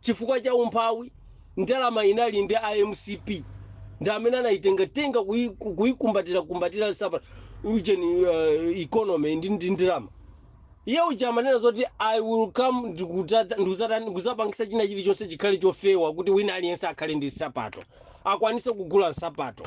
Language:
Nyanja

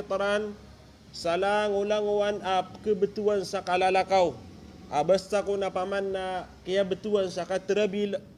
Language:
Maranao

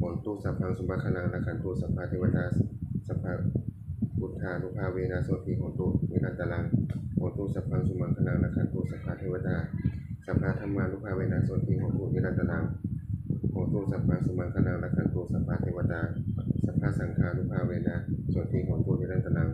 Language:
Pali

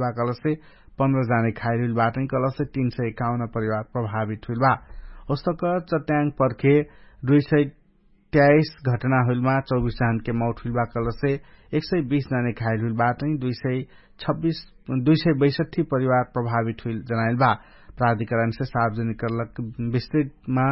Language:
Dangaura Tharu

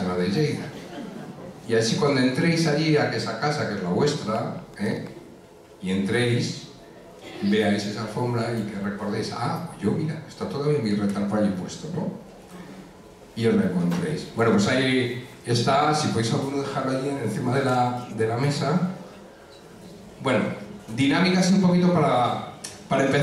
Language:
Spanish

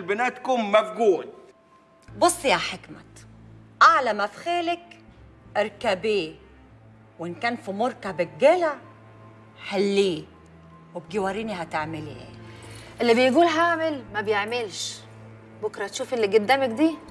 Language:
Egyptian Arabic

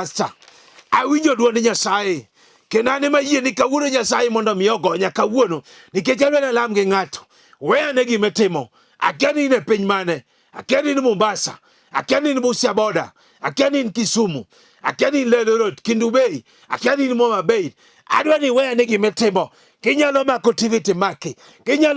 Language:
Luo (Kenya and Tanzania)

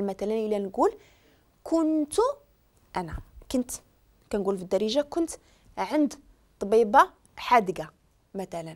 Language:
Moroccan Arabic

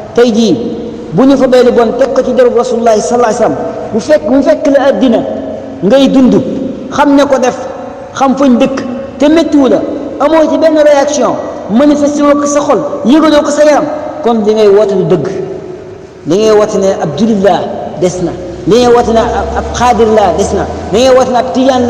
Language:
Wolof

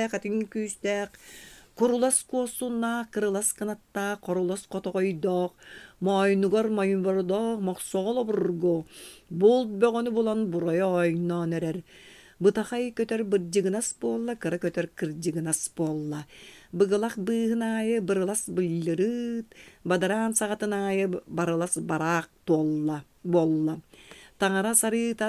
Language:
Yakut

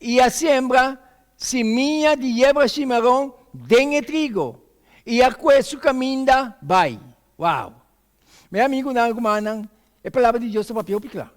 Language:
Papiamento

